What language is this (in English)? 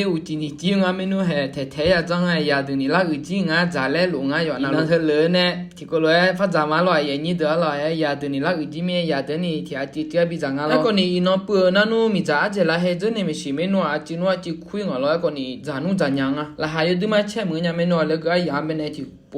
Akha